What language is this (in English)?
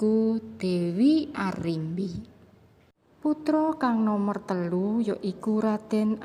Javanese